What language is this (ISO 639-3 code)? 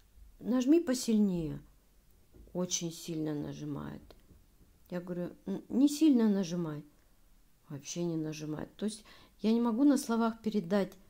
rus